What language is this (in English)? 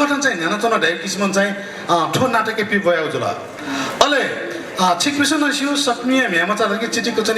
Newari